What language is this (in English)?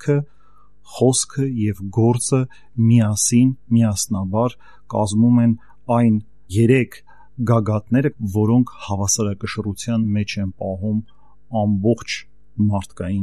Armenian